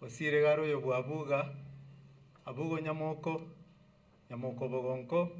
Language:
Gusii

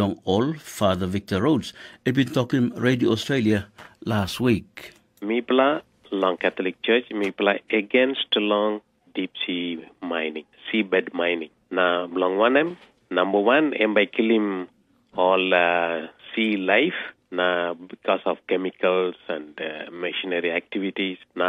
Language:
Tok Pisin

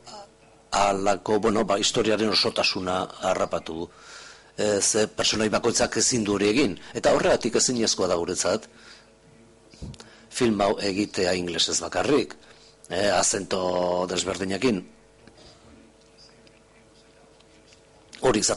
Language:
Basque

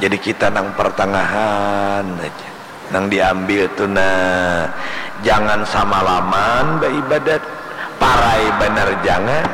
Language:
Banjar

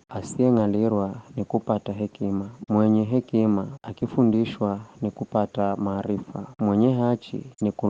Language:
Giryama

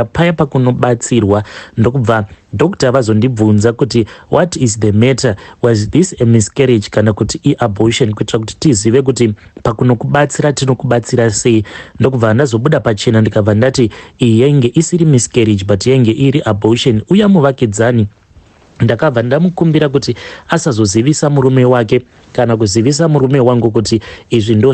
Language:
Shona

